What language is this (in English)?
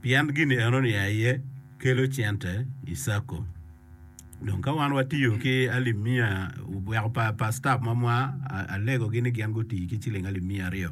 Acoli